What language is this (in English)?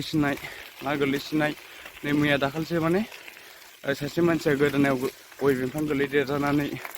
Bodo